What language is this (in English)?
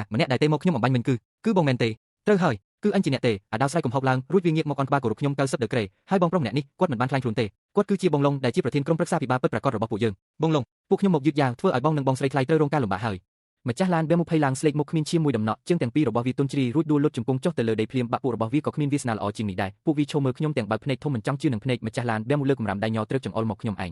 Khmer